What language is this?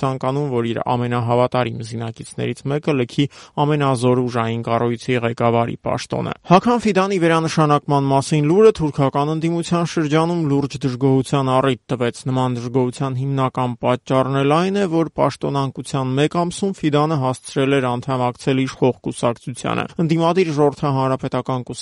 Armenian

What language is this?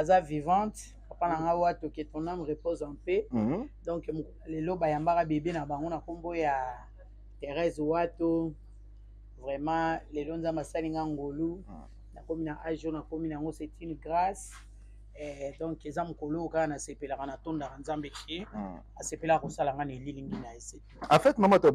Lingala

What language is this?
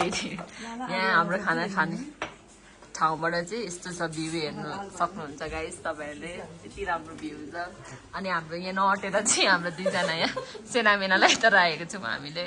Nepali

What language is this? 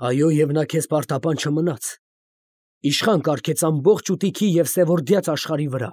Armenian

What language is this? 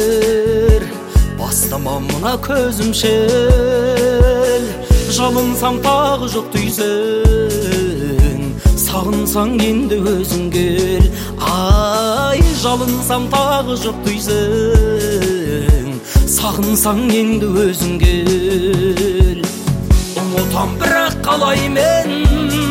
Kazakh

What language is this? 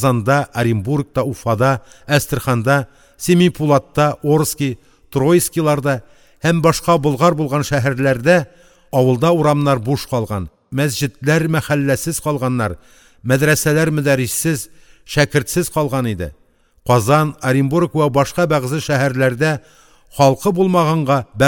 Tatar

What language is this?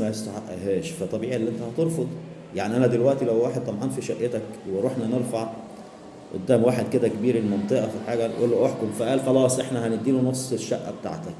Egyptian Arabic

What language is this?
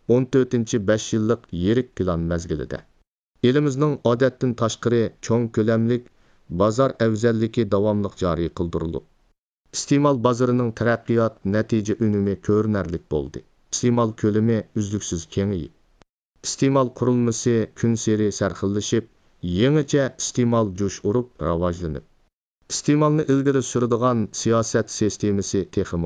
Uyghur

